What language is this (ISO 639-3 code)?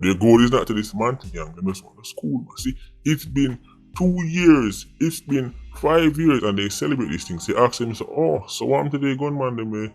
jam